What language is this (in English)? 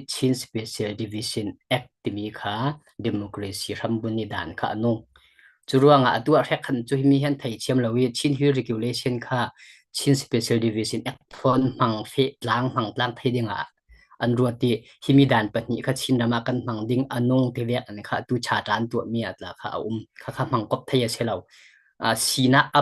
Falam Chin